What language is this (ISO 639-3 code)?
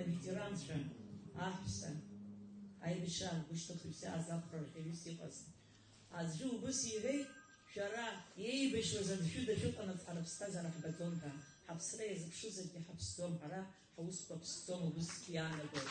abk